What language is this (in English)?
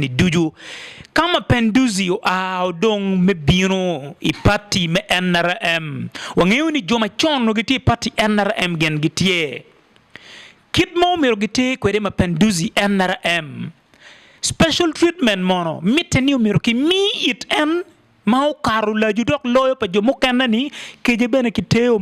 Acoli